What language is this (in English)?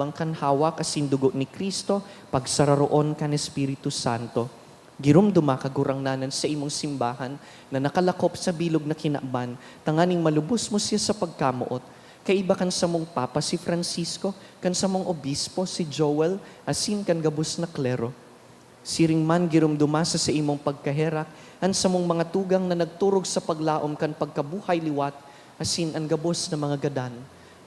Bikol